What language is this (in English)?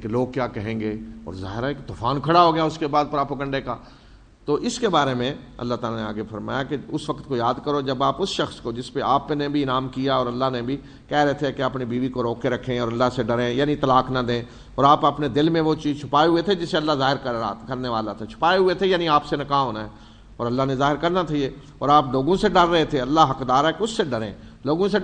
Urdu